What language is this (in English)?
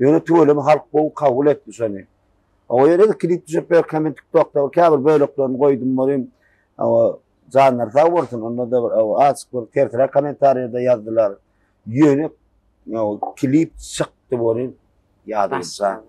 Turkmen